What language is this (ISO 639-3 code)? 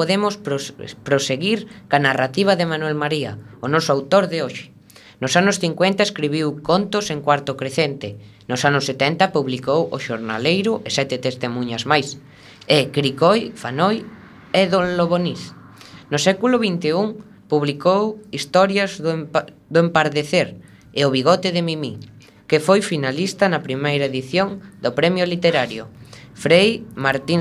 glg